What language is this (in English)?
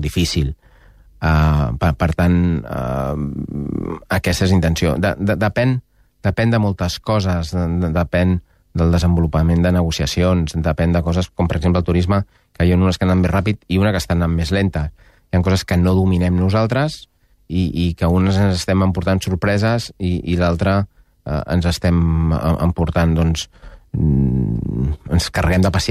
Catalan